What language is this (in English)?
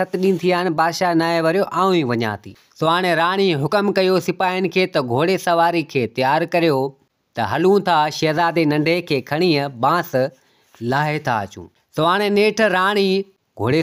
Sindhi